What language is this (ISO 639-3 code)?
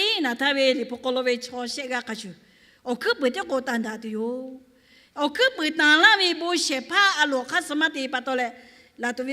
lhu